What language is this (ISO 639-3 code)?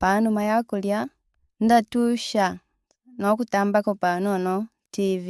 bem